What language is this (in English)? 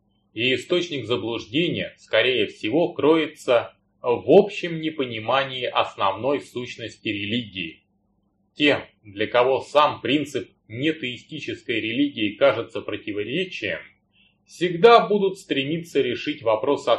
Russian